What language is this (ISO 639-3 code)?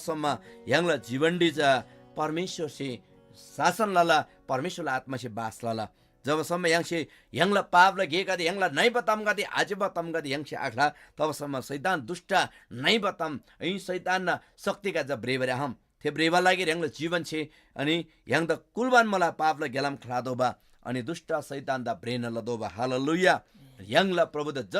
taj